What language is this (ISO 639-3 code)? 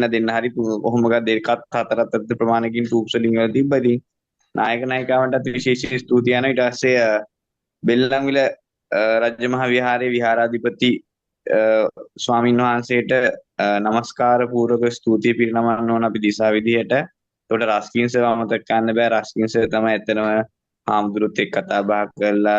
sin